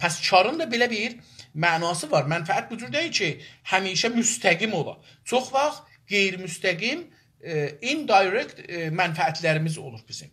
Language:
South Azerbaijani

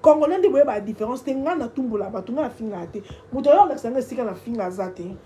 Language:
Lingala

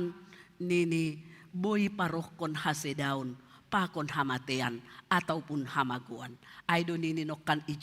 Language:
Batak Simalungun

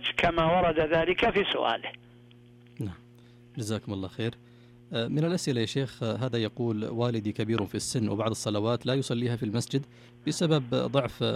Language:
Arabic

